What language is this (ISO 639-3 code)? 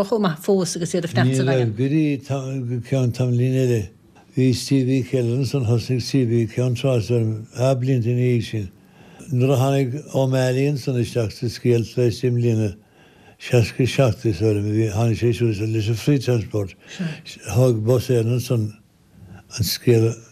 gle